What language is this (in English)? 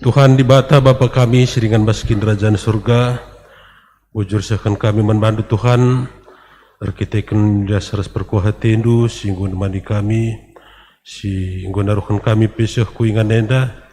Batak Karo